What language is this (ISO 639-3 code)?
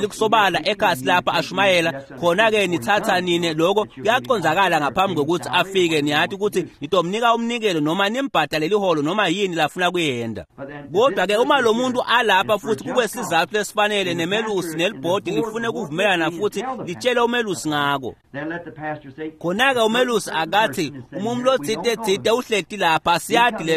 ssw